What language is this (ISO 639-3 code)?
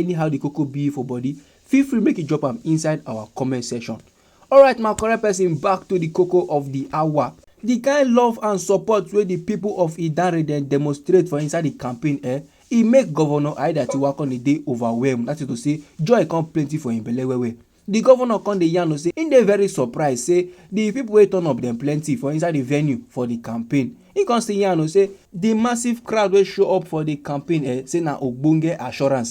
pcm